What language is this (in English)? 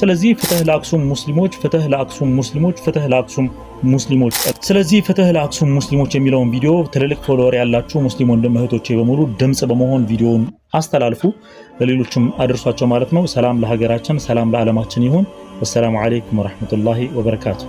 Amharic